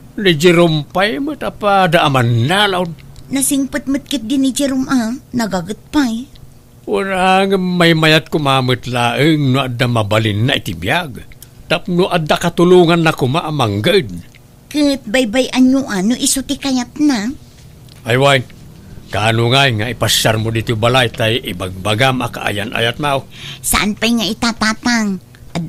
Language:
Iloko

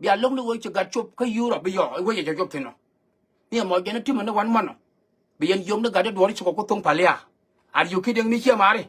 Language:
Nuer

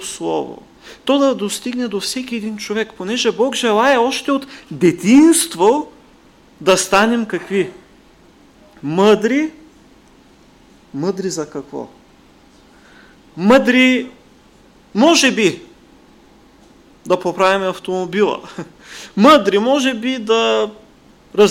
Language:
Bulgarian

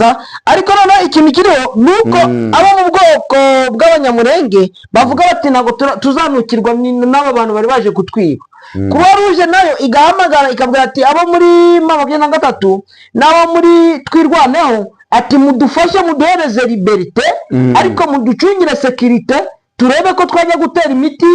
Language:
Kinyarwanda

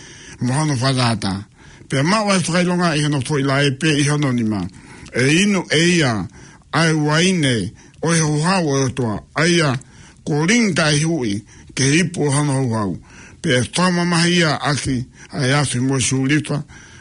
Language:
Tongan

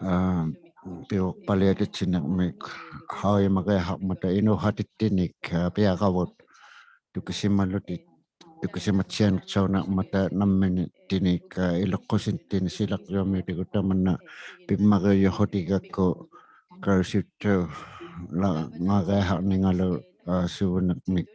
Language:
Inuktitut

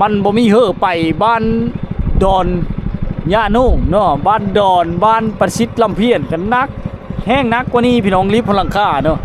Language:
Lao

